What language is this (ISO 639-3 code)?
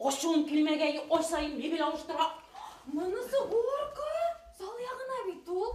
bak